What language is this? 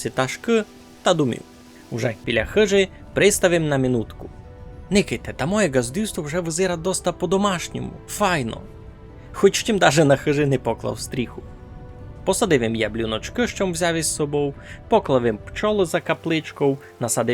Rusyn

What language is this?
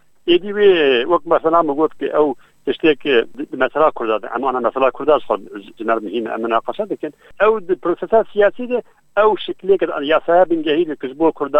Kurdish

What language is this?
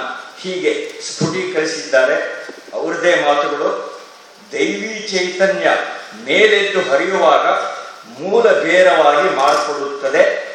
Kannada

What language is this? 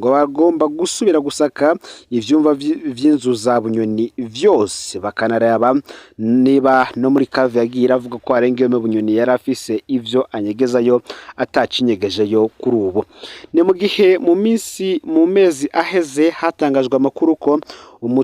Rundi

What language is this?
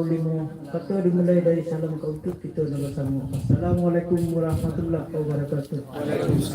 Minangkabau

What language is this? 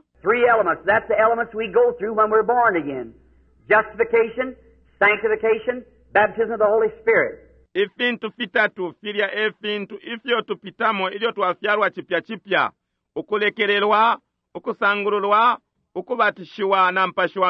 Bemba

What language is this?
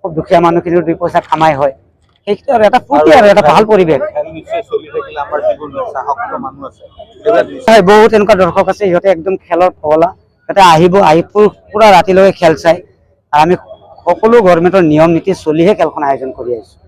Assamese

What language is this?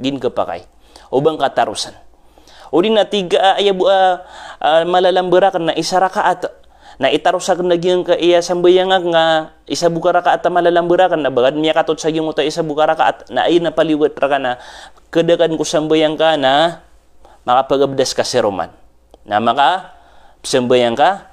Maranao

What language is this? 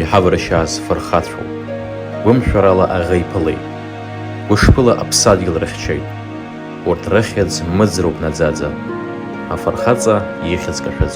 Abkhazian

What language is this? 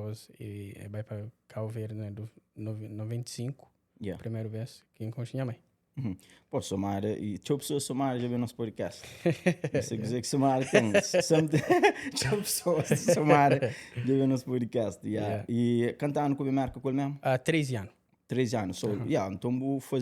Kabuverdianu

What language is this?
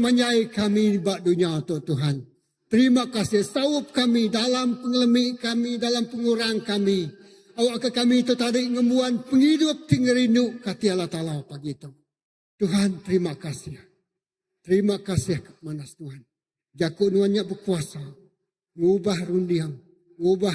Iban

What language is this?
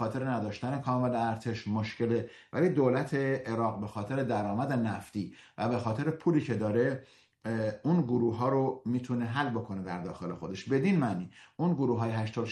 Persian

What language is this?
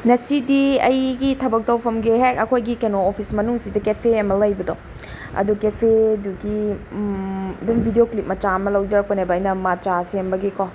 Manipuri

